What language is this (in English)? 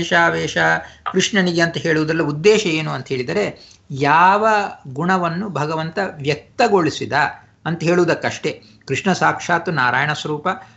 Kannada